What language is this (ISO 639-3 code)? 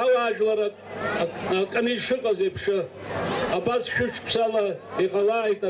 abk